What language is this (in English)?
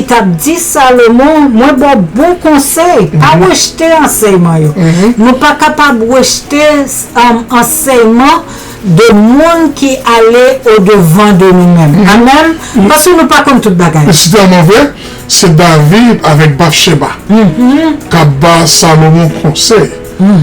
Haitian Creole